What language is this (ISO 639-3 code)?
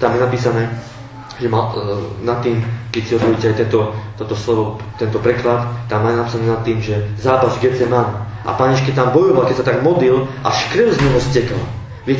slk